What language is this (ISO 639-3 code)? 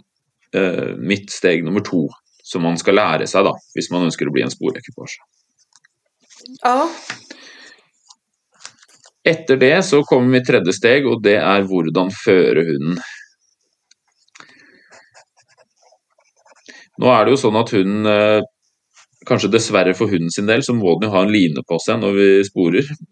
nor